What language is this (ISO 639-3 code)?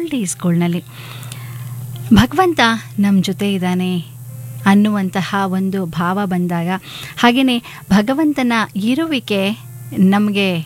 kan